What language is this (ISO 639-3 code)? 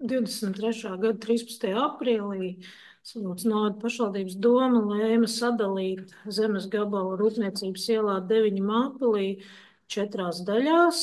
lav